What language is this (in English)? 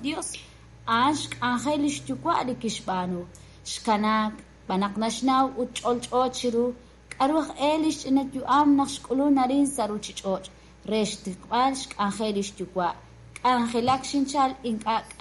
Kekchí